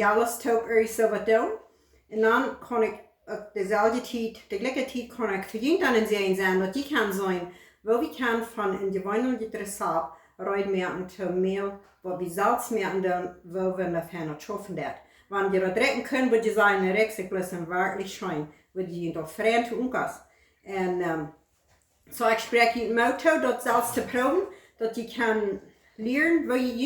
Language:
Plautdietsch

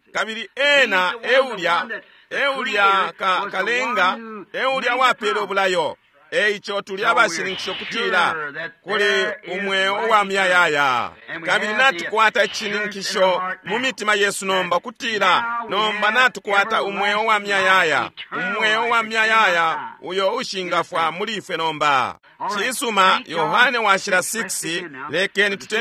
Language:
Bemba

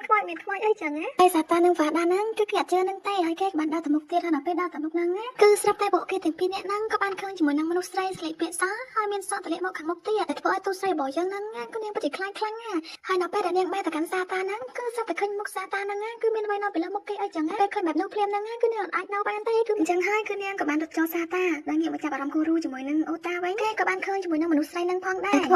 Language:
Khmer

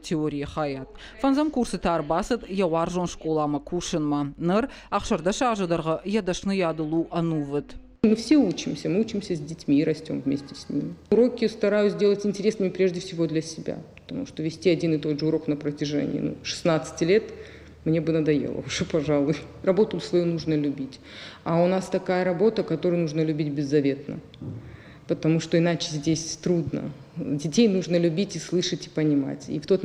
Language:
Ossetic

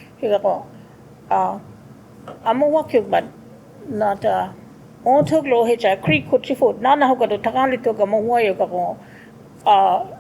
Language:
Choctaw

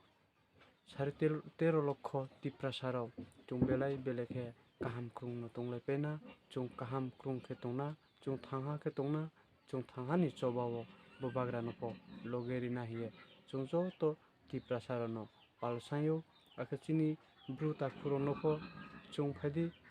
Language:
Riang (India)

